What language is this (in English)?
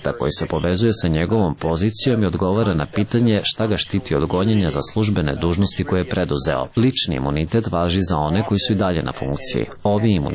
Serbian